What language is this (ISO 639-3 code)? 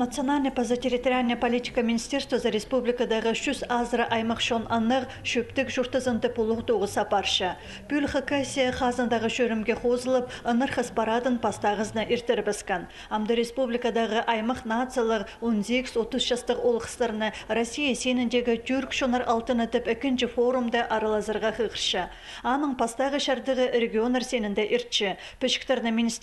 kjh